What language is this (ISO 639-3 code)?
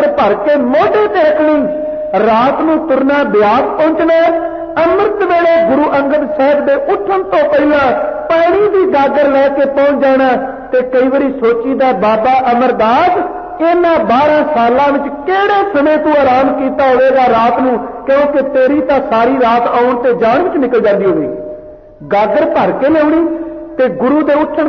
pan